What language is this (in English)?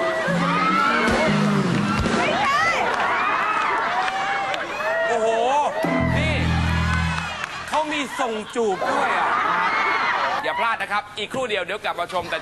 Thai